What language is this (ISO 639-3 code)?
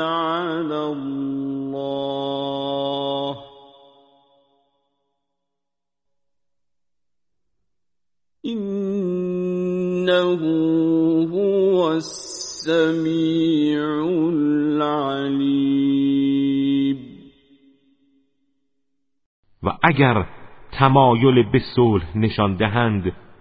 fas